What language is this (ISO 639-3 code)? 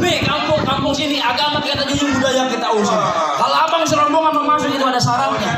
bew